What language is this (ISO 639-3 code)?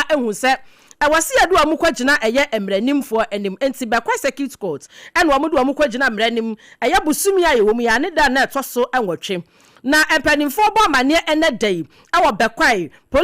aka